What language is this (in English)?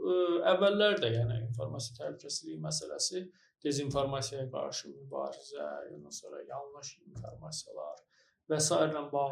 Azerbaijani